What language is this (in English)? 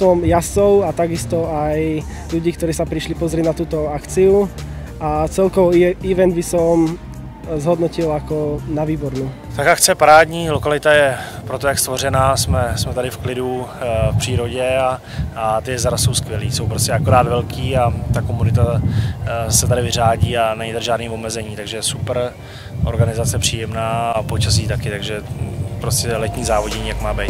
Czech